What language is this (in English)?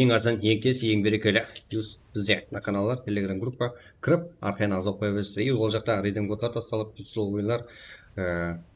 Kara-Kalpak